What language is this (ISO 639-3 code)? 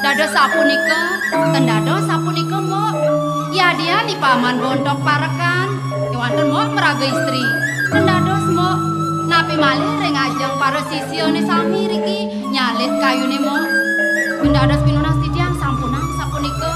ban